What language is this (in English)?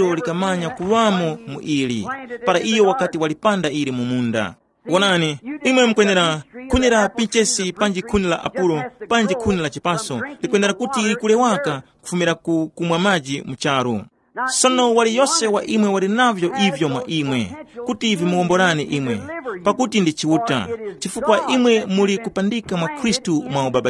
Tumbuka